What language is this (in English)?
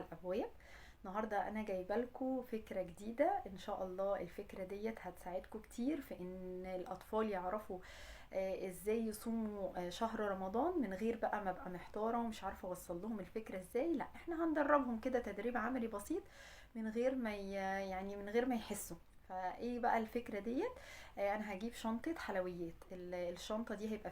Egyptian Arabic